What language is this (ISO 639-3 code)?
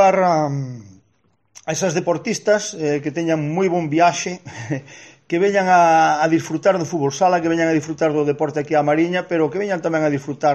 glg